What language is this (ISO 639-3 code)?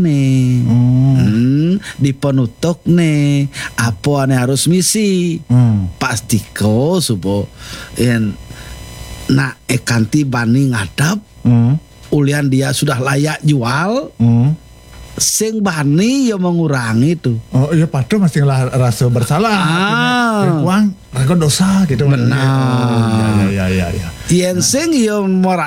ban